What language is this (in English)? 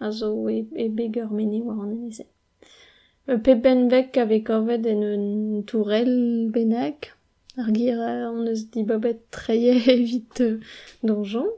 Breton